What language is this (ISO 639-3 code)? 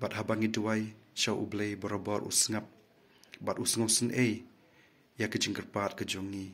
kha